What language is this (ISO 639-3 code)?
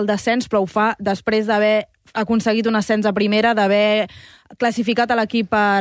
cat